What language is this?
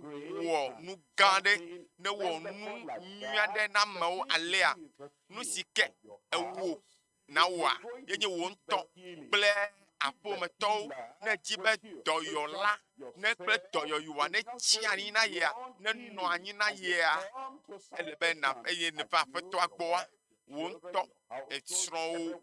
Ewe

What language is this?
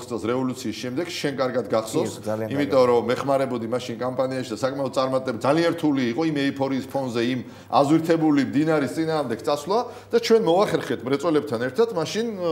Georgian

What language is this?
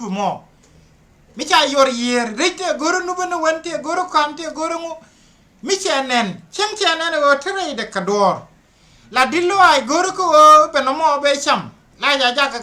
Nuer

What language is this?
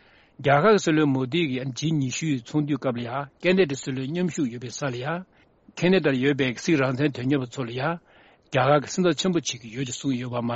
Tibetan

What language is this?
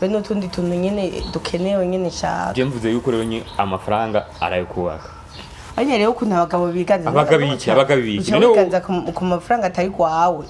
Rundi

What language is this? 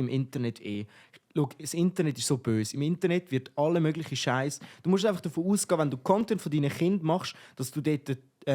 Swiss German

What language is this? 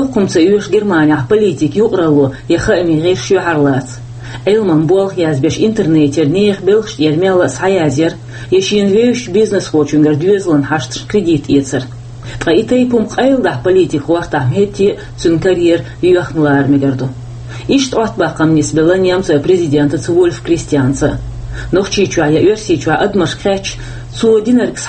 Chechen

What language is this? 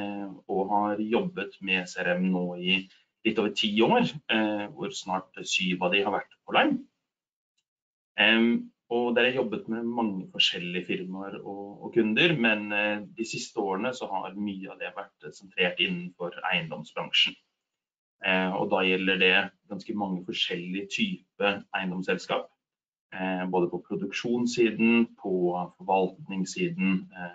Norwegian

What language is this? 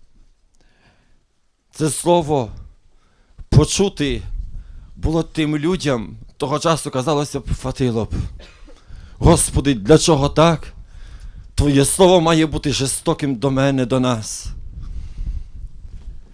Ukrainian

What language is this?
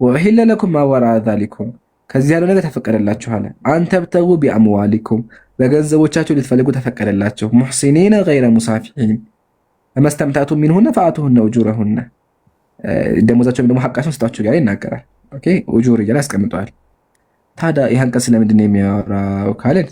Amharic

